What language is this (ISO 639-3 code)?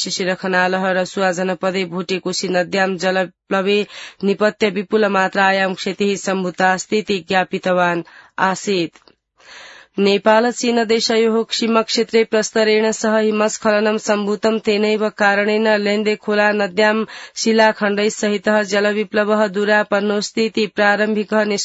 san